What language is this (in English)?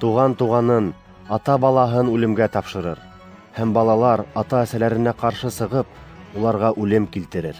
Bashkir